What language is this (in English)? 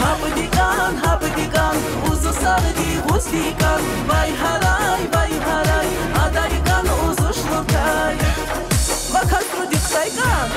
Tabassaran